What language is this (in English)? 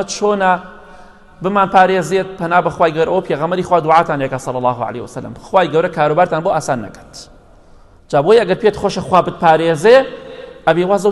Central Kurdish